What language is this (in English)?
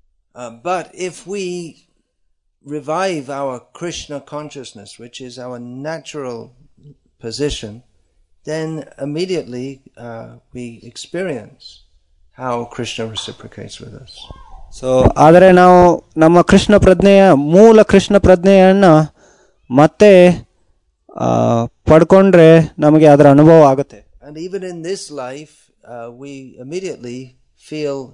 Kannada